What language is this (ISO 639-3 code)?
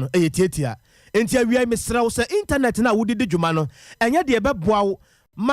aka